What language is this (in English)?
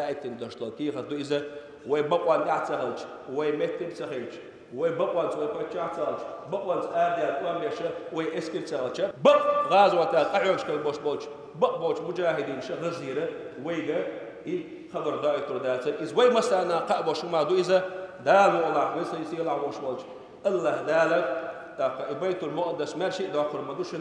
Chechen